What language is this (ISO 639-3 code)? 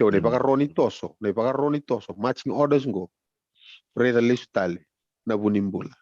fij